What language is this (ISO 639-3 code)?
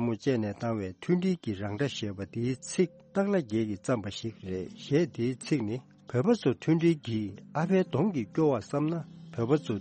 bod